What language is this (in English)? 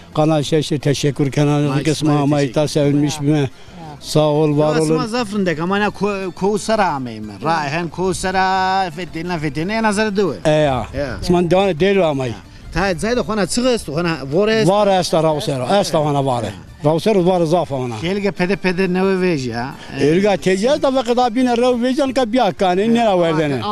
Zaza